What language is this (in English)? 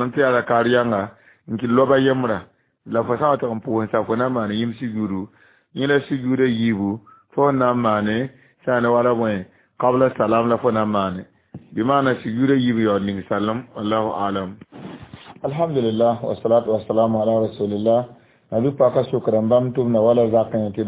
Mossi